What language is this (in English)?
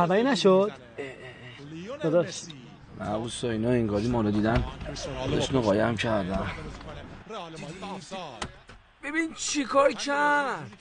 Persian